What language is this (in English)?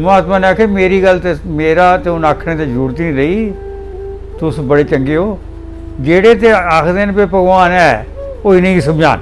Dogri